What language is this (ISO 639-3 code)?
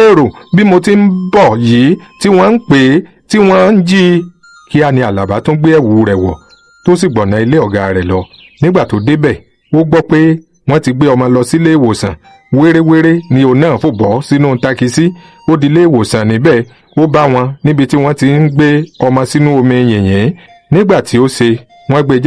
yor